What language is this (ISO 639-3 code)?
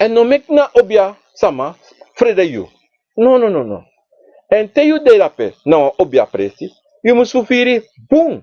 srn